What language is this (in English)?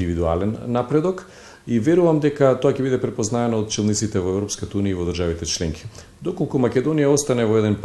Macedonian